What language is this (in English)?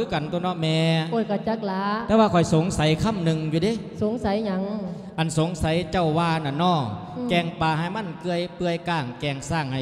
Lao